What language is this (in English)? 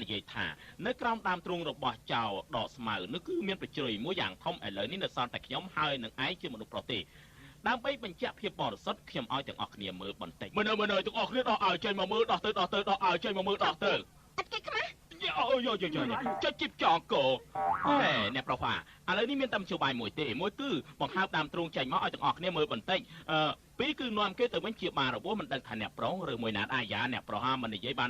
Khmer